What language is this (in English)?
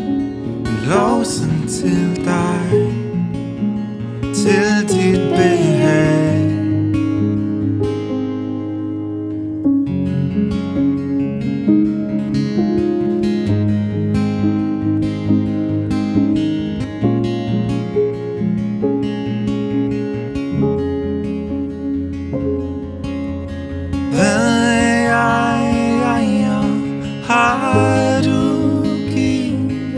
Danish